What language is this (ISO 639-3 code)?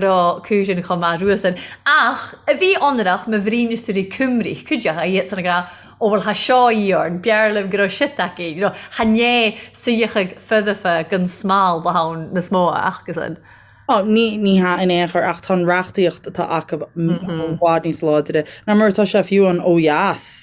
gle